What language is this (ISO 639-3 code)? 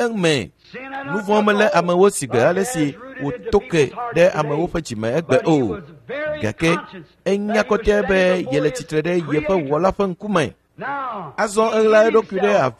ewe